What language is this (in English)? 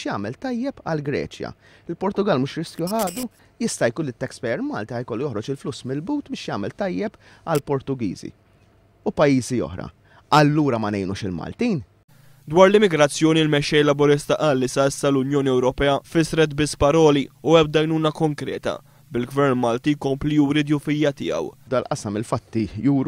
Maltese